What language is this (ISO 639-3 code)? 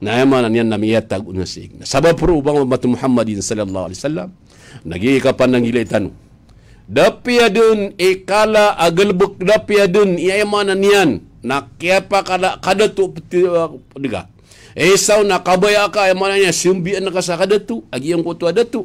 mrw